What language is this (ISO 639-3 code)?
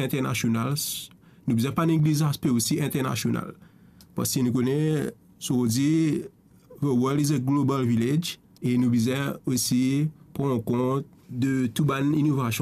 mfe